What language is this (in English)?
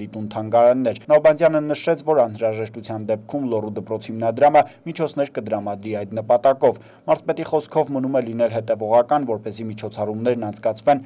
Armenian